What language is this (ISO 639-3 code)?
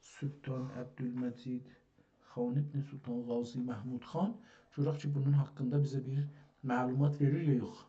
azb